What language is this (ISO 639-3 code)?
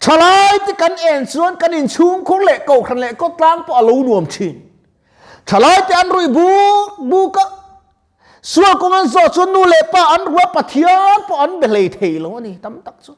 lus